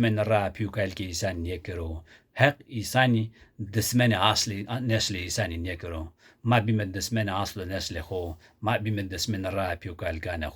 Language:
Zaza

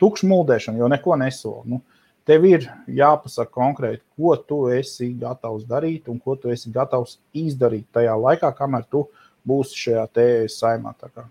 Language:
Latvian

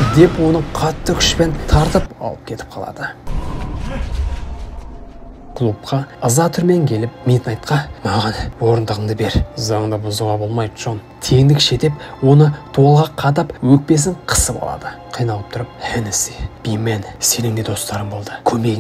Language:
Kazakh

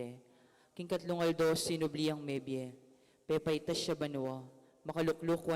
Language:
Pampanga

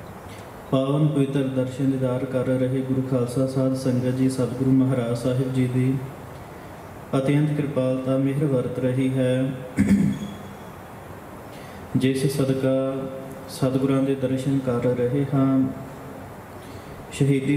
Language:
Punjabi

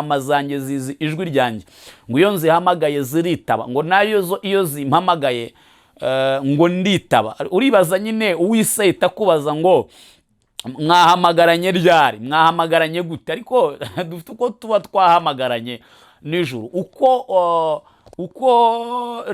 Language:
Kinyarwanda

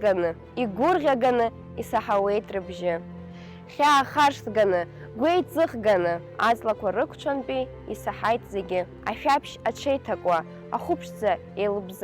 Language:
Abkhazian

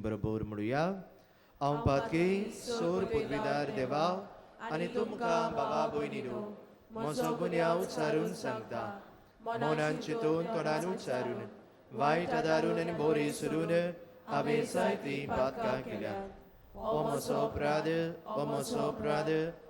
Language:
Konkani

